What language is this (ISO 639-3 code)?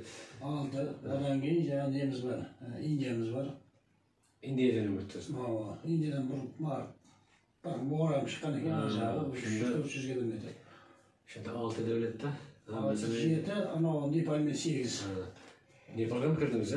kaz